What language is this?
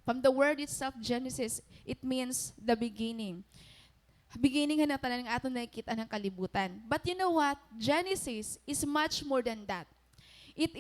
Waray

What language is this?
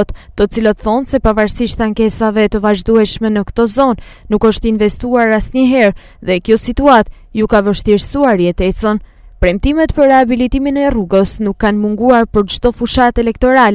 Albanian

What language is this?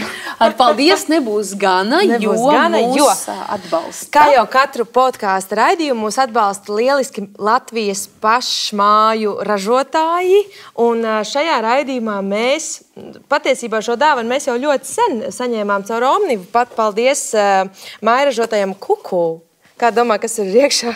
Latvian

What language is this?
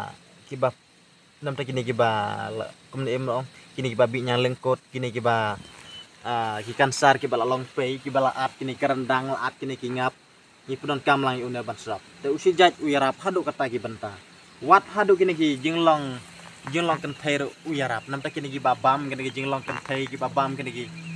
Khasi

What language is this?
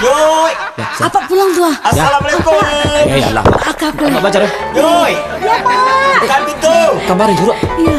Minangkabau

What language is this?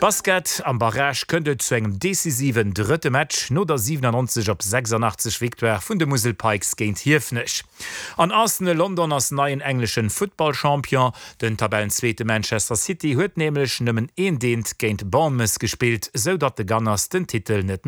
Luxembourgish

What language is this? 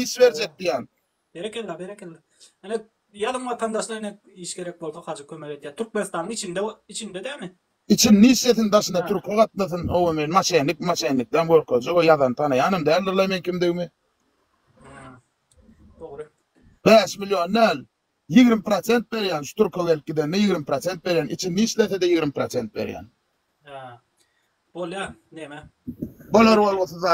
Turkmen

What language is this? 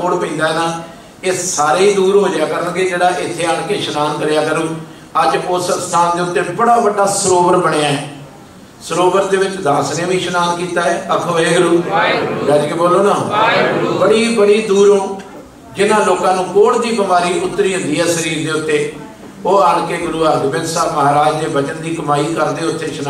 Punjabi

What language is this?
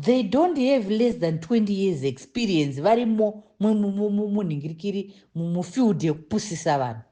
Shona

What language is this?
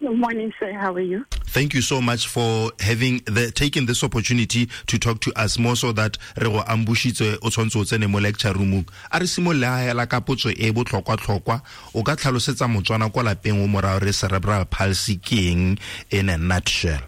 Tswana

